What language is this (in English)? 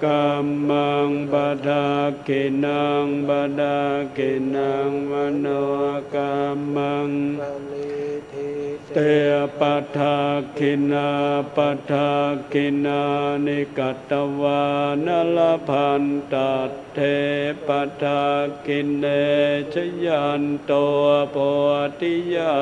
Pali